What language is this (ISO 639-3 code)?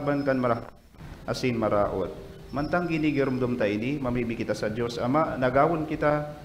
bik